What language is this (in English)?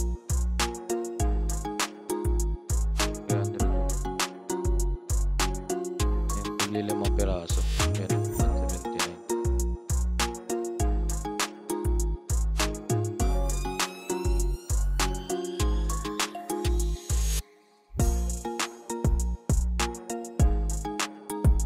Filipino